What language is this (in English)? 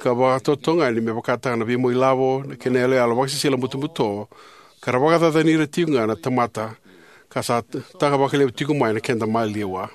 Fijian